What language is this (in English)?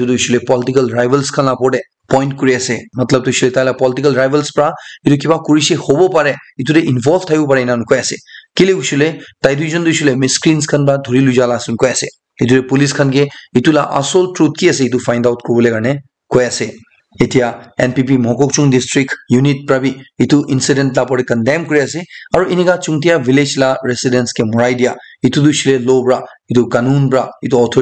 Naga Pidgin